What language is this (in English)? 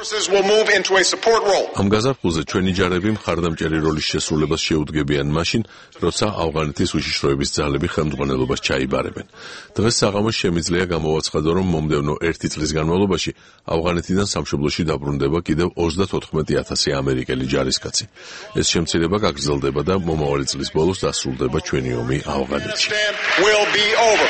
Georgian